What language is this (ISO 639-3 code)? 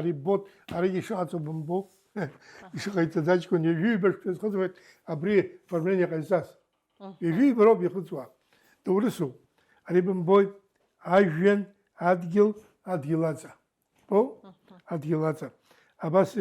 abk